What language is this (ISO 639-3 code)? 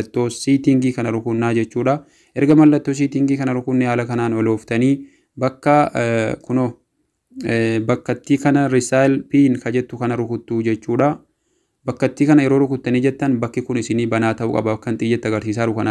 orm